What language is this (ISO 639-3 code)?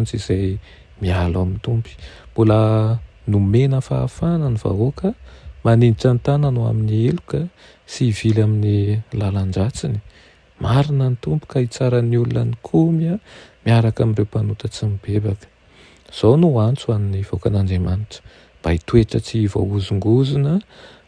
mlg